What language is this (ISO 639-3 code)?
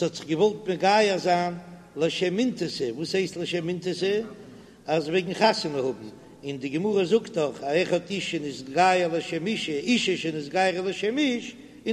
yid